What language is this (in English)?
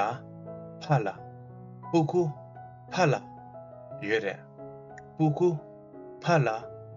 Tibetan